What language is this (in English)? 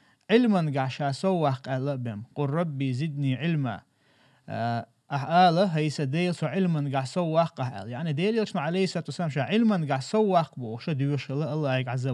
Chechen